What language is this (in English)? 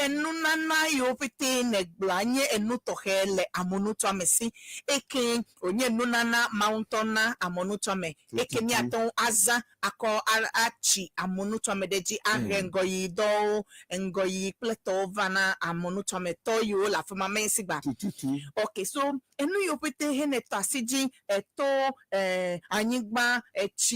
Ewe